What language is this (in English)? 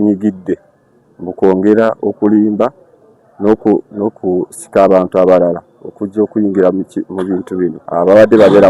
Ganda